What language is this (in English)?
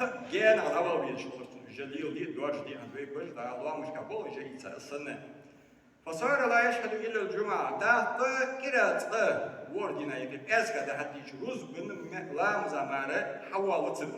Ingush